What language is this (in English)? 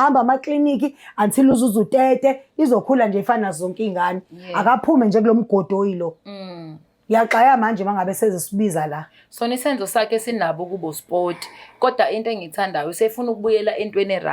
Zulu